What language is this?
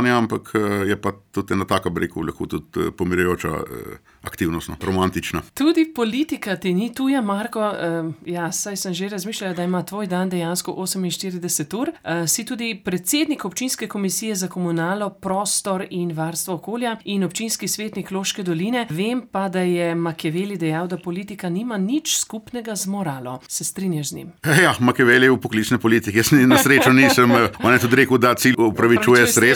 Slovenian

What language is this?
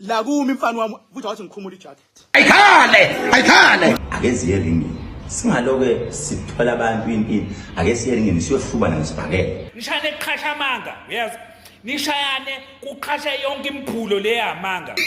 Zulu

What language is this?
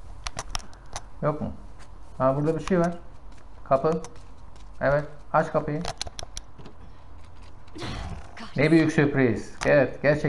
Turkish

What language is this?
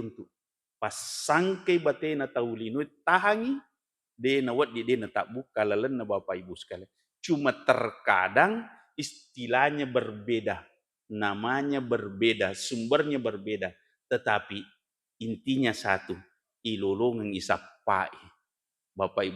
Buginese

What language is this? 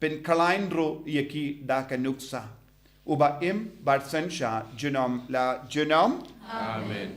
Khasi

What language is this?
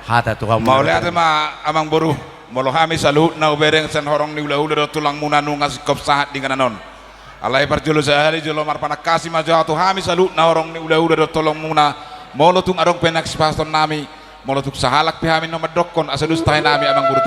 Batak Toba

